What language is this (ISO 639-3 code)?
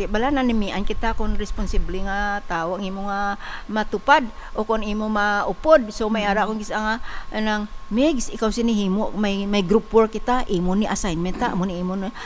hil